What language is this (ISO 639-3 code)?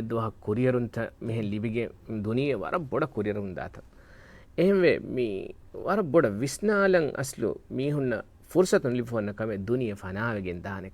div